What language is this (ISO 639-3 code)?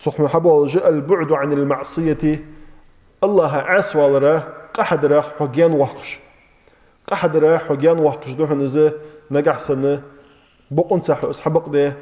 inh